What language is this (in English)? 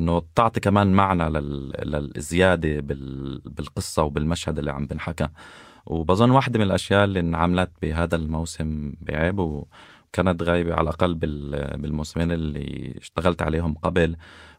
North Levantine Arabic